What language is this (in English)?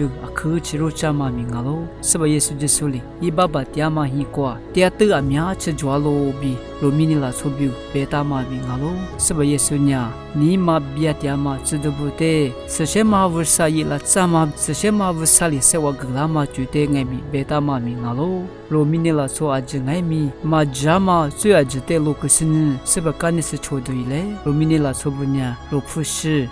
Lisu